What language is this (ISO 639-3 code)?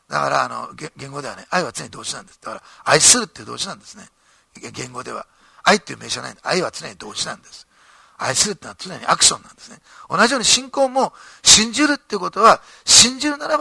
jpn